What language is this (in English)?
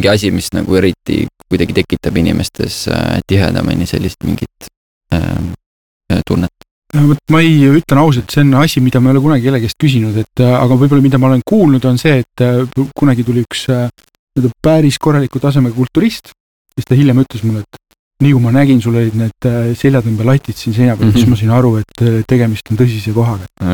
Estonian